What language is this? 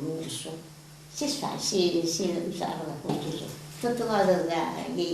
Sardinian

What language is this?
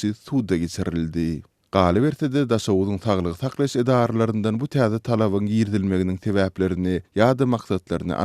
Turkmen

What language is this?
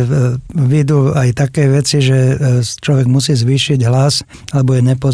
Slovak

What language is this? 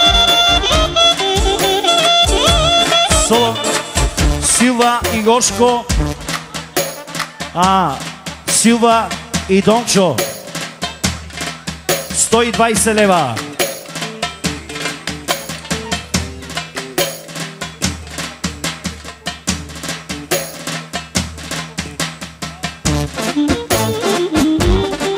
Bulgarian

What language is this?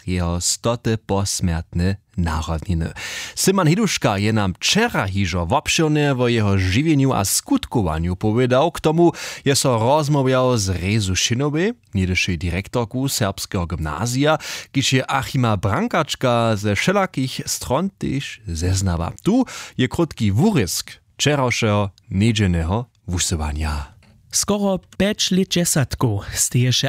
Upper Sorbian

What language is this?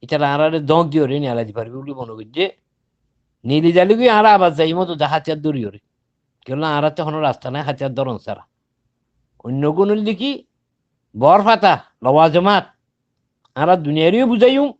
Rohingya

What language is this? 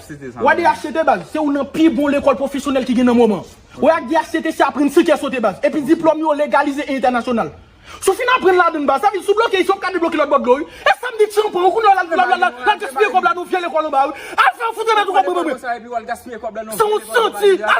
Haitian Creole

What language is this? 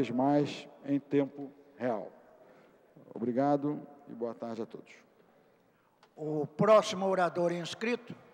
Portuguese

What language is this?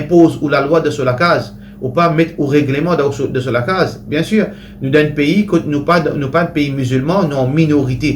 Morisyen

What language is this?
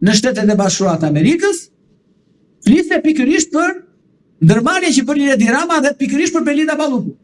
Albanian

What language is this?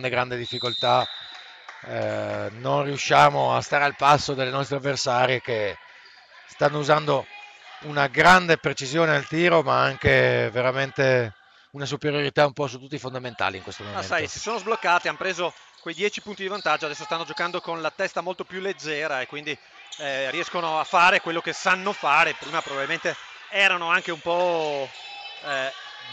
Italian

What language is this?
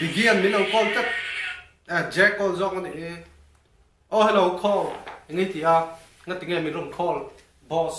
Mizo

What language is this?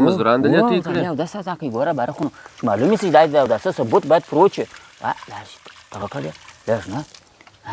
Pashto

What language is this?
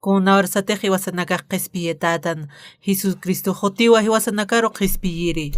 Aymara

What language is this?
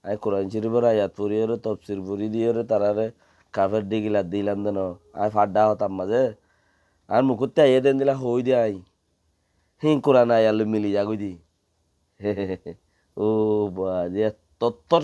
Rohingya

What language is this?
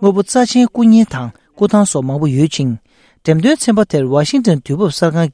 Tibetan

